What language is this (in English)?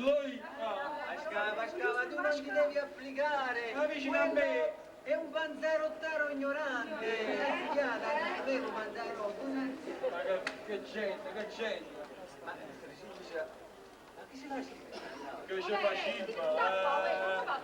Neapolitan